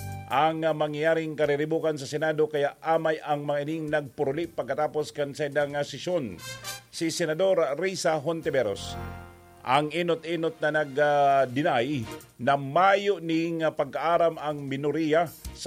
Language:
Bikol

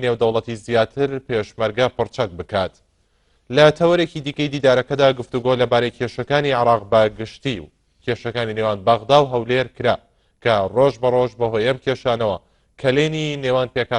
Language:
Central Kurdish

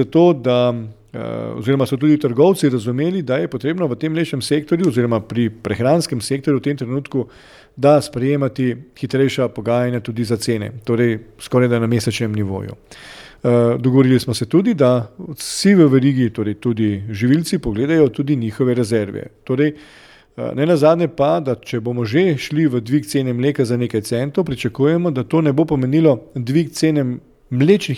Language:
Slovenian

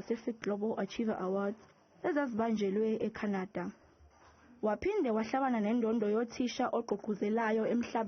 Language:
Zulu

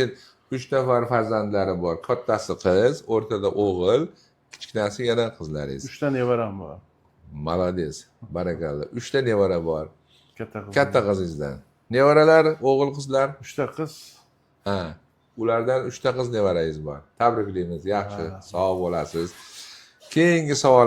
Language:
Uzbek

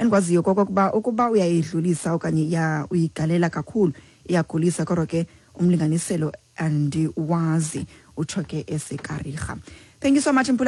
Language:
Xhosa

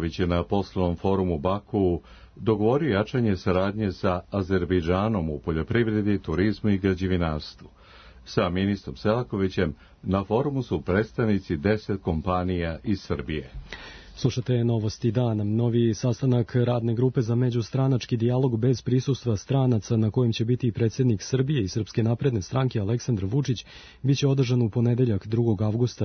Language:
Serbian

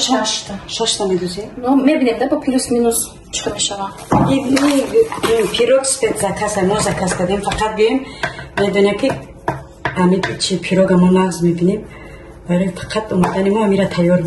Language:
Tajik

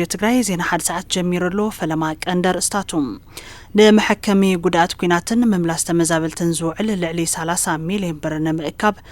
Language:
Tigrinya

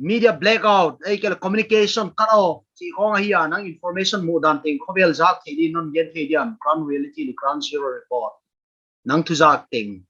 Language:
Paite Chin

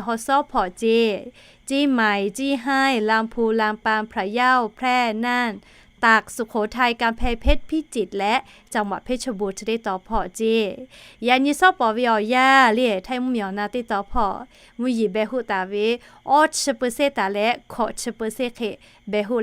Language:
Lahu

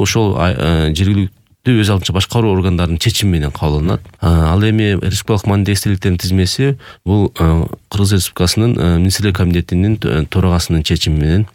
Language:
Kyrgyz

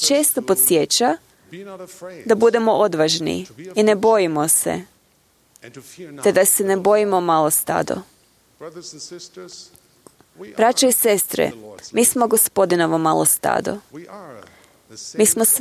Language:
Croatian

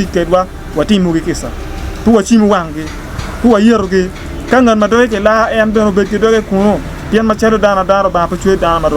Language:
Acoli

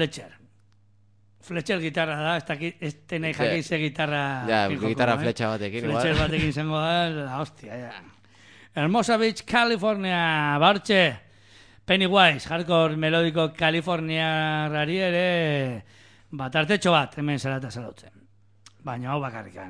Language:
Basque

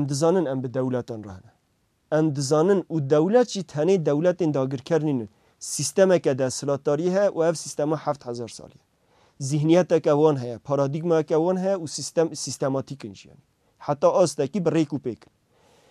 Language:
Kurdish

